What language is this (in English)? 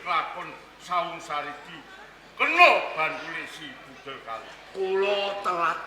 Javanese